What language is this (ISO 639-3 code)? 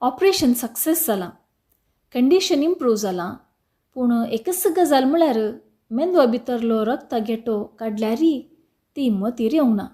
kok